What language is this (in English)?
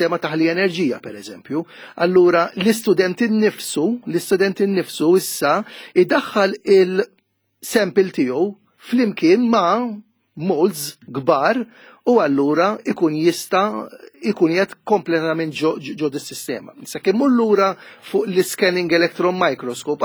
Maltese